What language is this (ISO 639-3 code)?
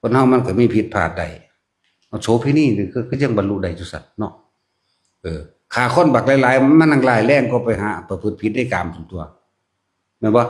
tts